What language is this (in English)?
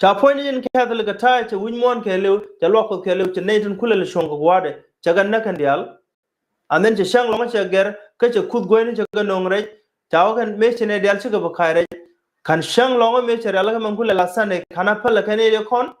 Nuer